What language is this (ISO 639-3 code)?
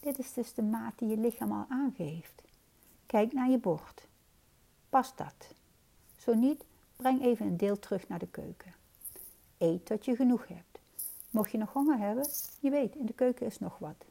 nld